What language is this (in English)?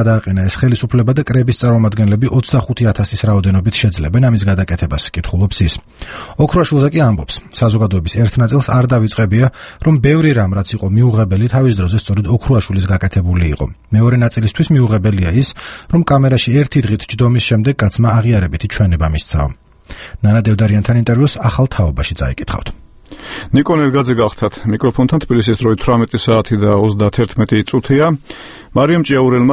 Georgian